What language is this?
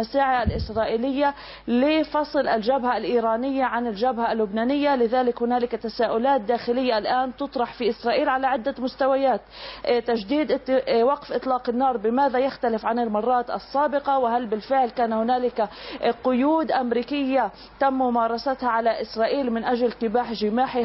Arabic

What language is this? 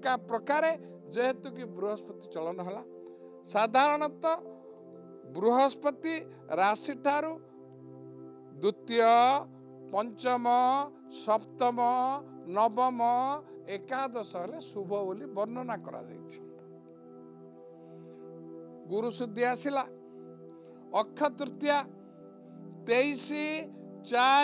Odia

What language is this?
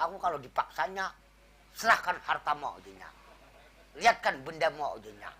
Banjar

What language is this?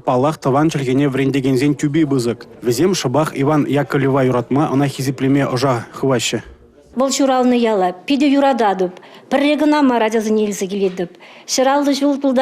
Chuvash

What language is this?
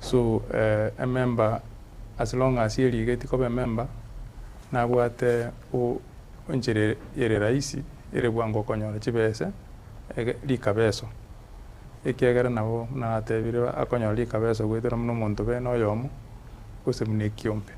Gusii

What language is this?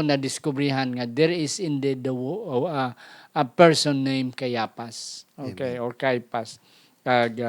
Hiligaynon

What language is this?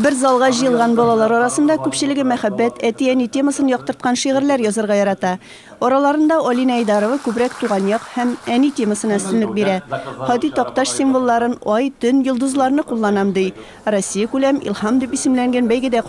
Tatar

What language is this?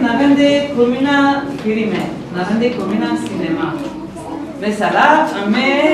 Kurdish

